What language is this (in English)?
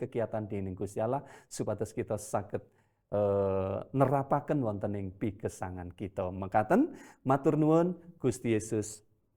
Javanese